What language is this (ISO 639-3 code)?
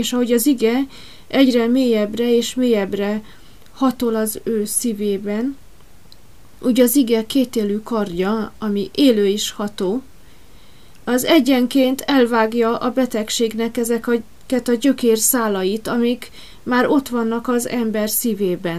hun